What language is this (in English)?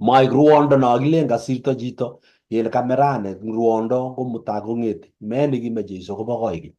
Kalenjin